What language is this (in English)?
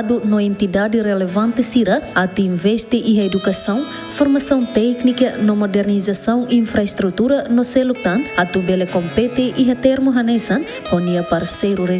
Tetum